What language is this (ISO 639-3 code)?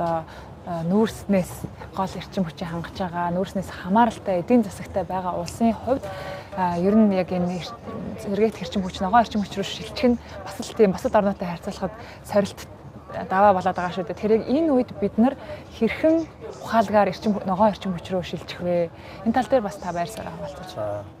mon